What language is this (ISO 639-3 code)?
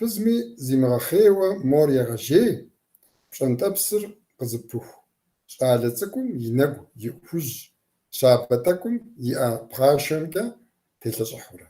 kbd